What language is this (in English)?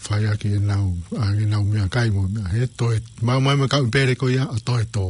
Tongan